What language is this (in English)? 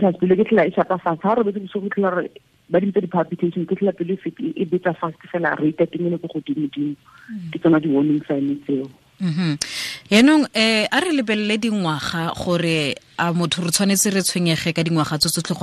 Tswana